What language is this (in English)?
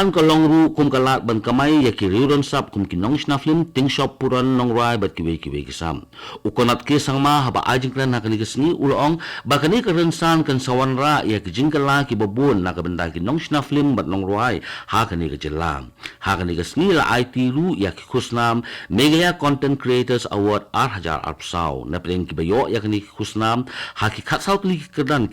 Khasi